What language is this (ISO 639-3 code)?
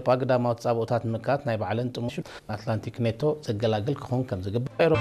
tir